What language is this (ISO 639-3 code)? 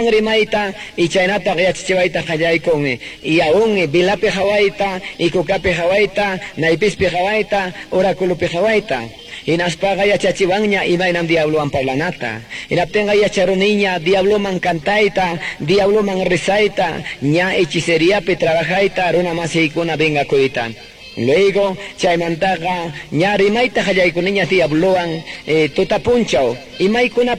que